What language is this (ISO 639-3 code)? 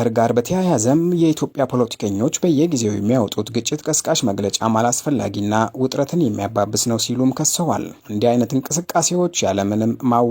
amh